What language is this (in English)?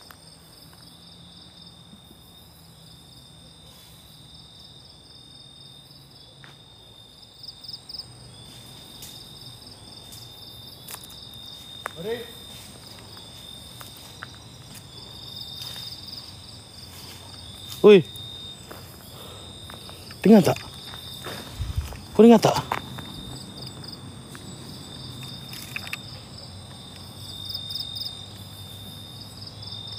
Malay